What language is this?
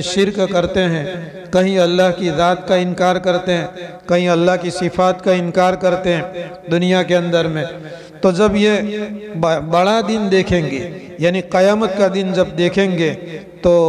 Urdu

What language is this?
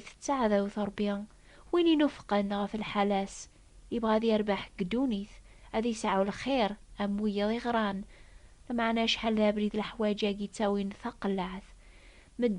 Kabyle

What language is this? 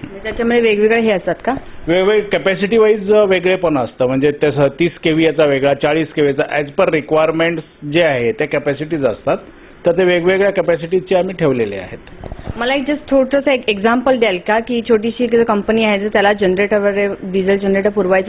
Marathi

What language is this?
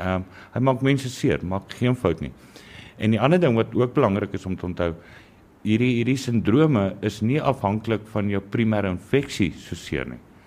Afrikaans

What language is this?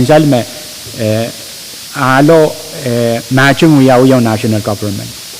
Pohnpeian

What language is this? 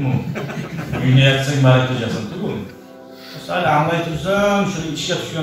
Kumyk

